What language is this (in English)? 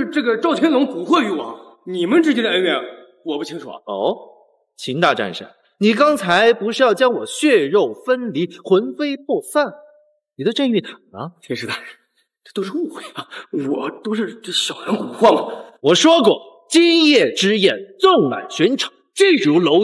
Chinese